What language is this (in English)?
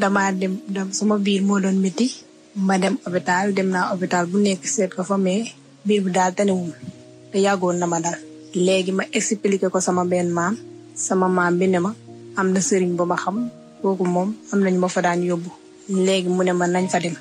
Wolof